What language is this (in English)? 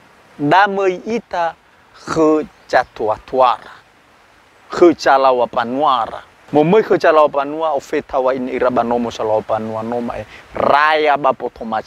Nias